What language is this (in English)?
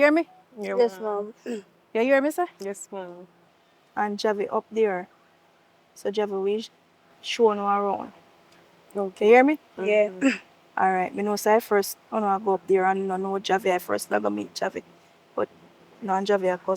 Jamaican Creole English